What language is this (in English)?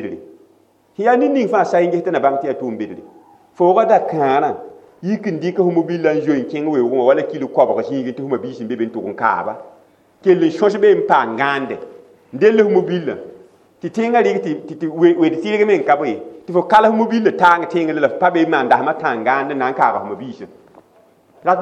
Mossi